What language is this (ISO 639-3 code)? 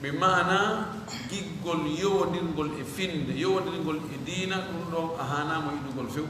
ful